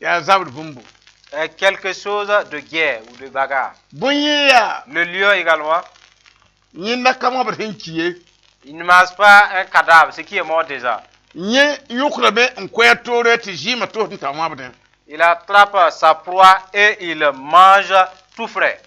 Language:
Mossi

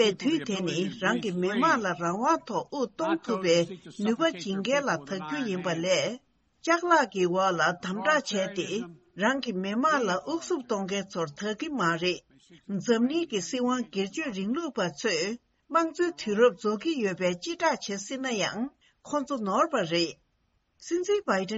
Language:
Tibetan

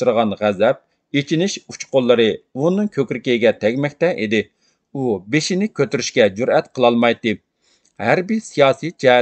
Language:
Uyghur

